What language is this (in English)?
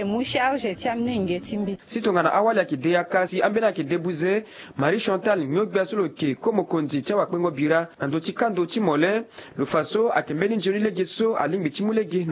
Sango